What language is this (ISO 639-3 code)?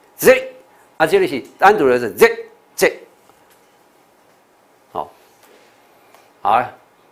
zho